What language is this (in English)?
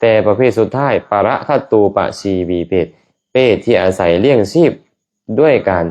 Lao